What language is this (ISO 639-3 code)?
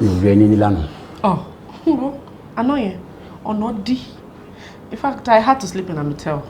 yor